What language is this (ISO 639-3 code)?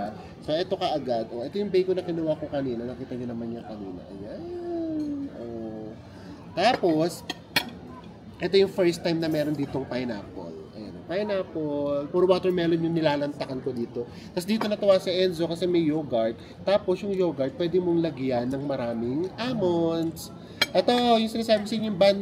fil